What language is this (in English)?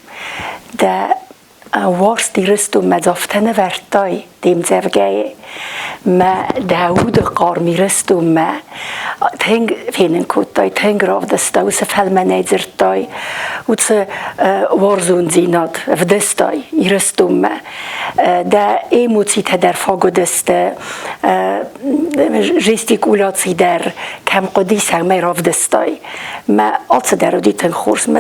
Ossetic